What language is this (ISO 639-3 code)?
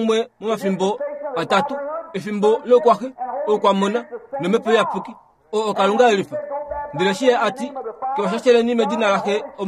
kua